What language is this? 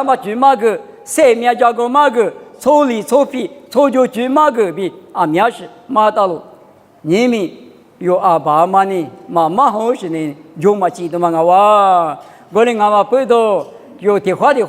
Lisu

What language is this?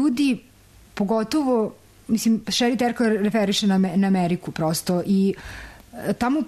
Serbian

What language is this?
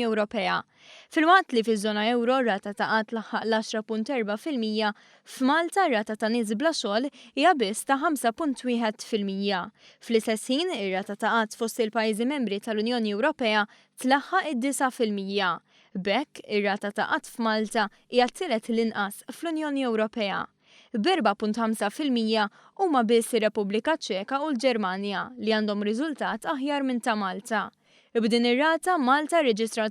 Maltese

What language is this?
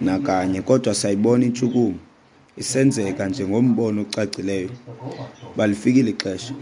Xhosa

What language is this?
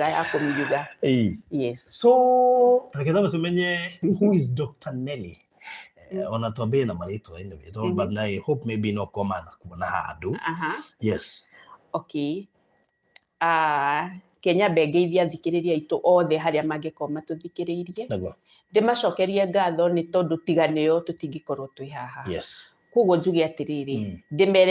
Kikuyu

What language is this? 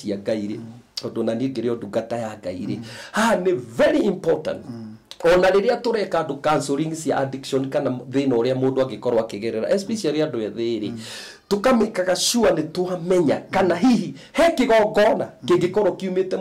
Kikuyu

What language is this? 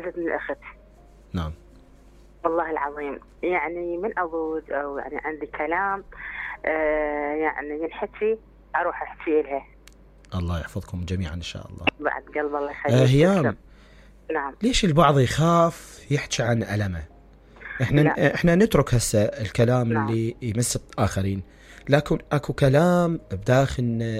Mesopotamian Arabic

